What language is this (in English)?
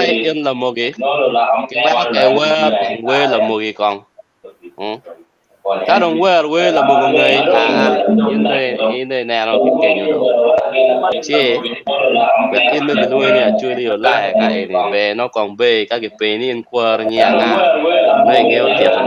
Acoli